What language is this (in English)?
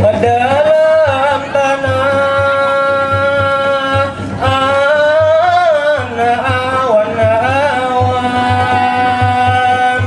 Banjar